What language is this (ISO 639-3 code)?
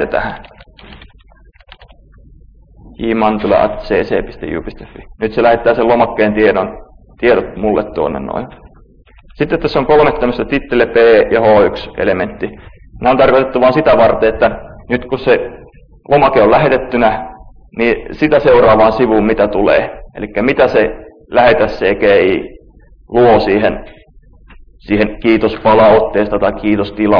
fin